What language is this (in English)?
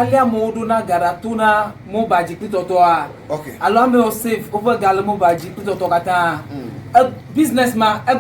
Ewe